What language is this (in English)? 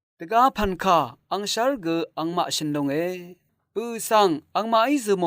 Rawang